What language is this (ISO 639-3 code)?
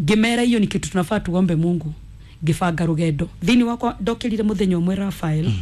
kik